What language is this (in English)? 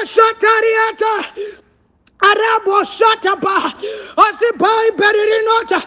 Shona